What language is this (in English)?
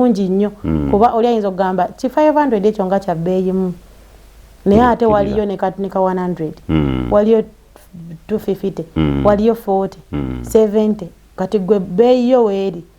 Ganda